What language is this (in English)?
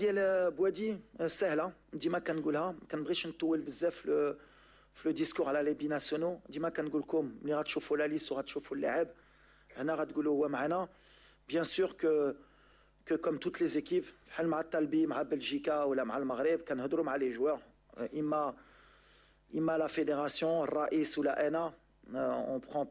Moroccan Arabic